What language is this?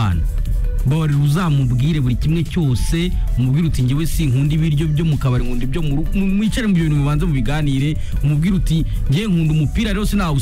Kinyarwanda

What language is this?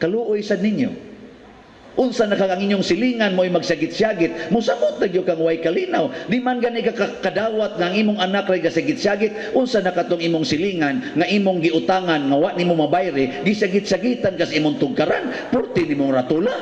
Cebuano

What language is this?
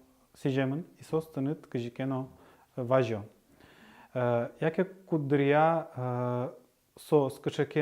Udmurt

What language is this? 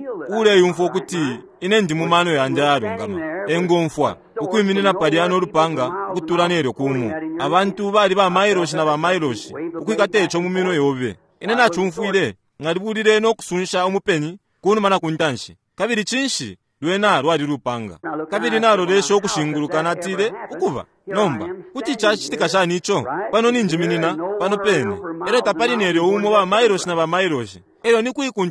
Bemba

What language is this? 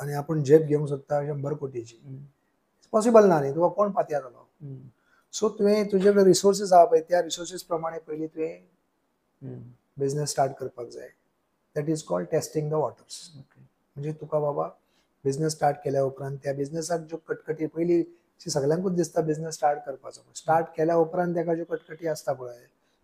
Konkani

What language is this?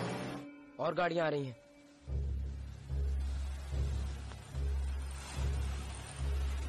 Hindi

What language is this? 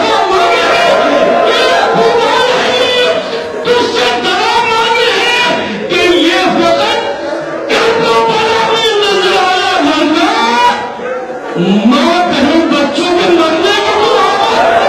Urdu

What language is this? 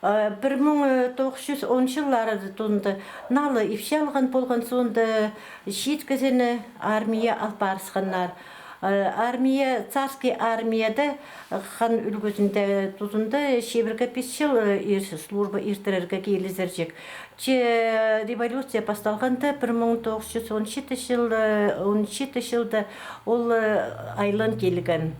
Khakas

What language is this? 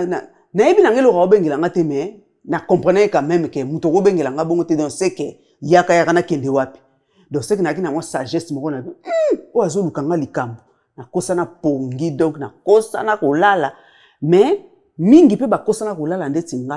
Lingala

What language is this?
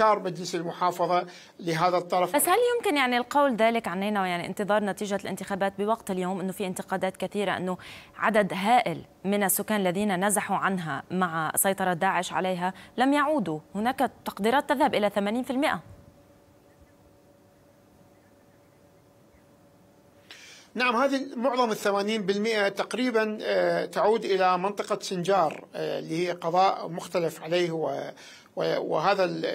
Arabic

